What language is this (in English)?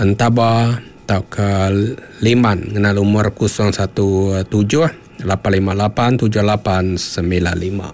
Iban